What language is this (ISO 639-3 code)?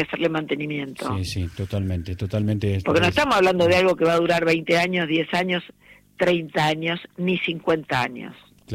spa